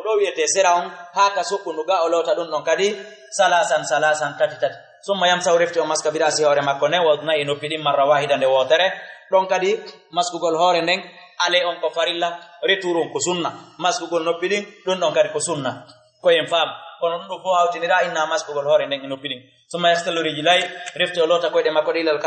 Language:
Fula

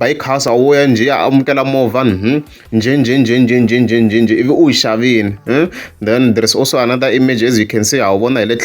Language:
Tsonga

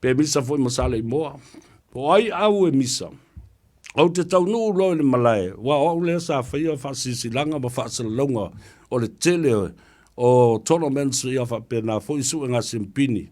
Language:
Samoan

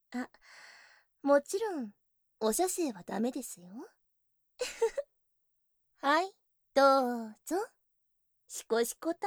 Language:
Japanese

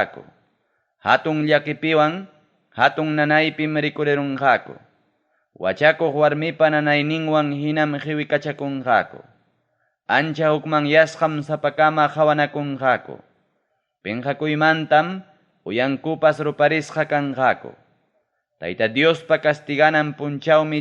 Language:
Ayacucho Quechua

